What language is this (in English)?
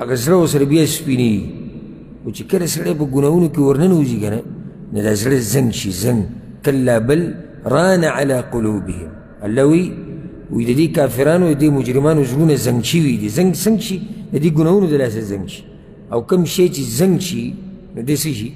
Pashto